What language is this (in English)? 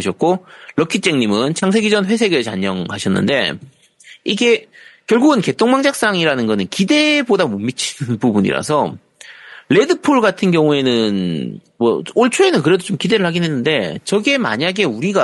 Korean